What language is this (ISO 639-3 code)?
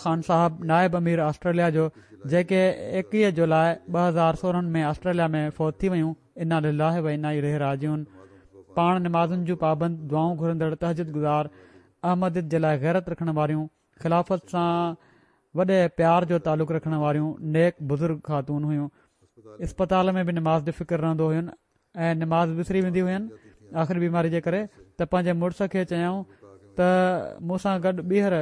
snd